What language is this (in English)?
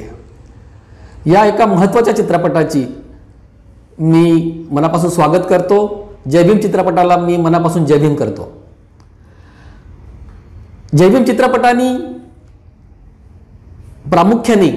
Marathi